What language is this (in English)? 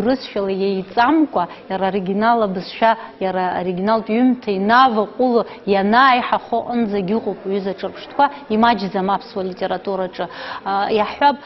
Abkhazian